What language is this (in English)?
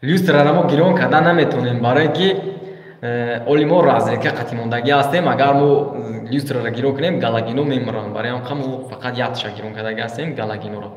Tajik